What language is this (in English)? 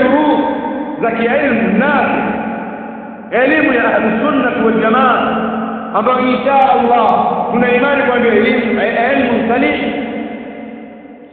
Swahili